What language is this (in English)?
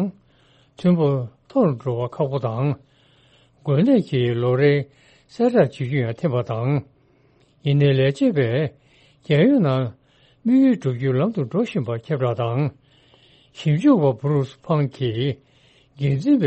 Tibetan